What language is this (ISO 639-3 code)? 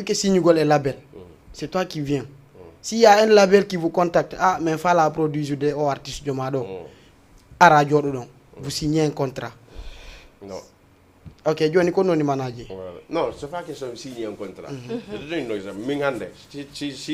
ful